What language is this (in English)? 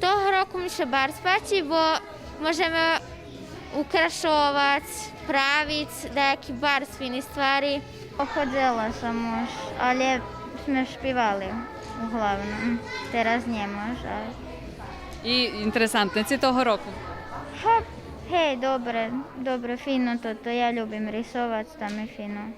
Rusyn